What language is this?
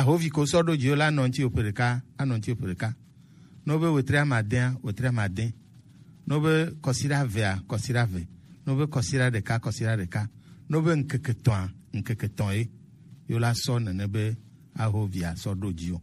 Gen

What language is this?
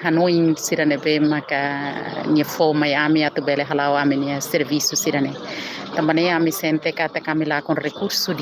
Tetum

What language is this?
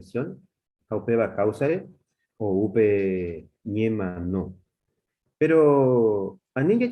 Guarani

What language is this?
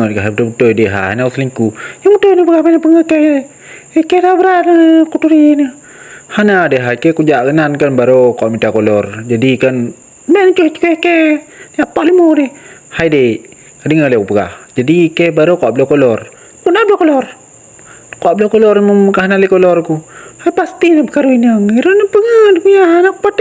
Achinese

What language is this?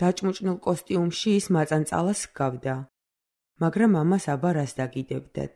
Georgian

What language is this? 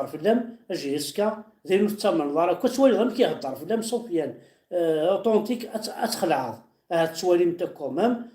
Kabyle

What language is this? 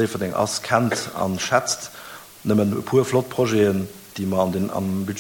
Luxembourgish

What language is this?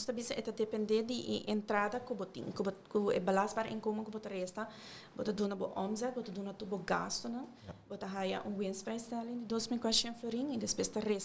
Papiamento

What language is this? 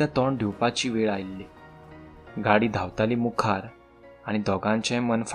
Konkani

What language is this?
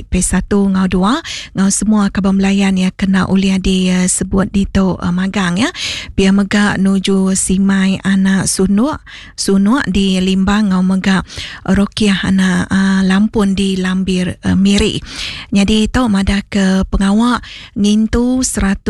Iban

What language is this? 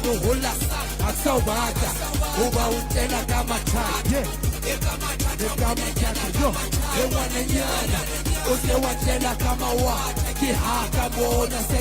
Southern Sotho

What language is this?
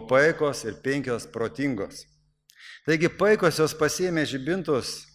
Lithuanian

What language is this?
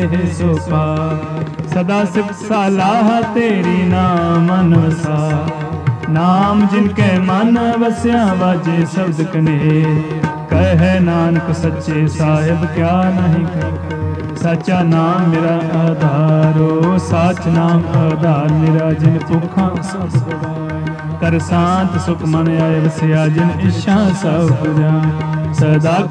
Punjabi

